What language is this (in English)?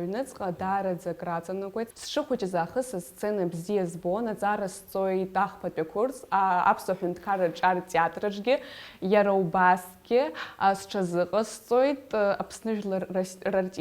Abkhazian